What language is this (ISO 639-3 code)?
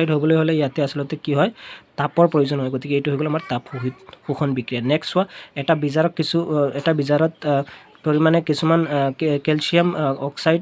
asm